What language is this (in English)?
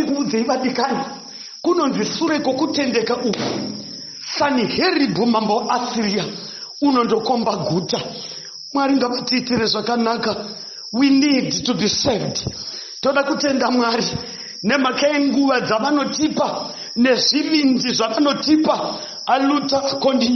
Shona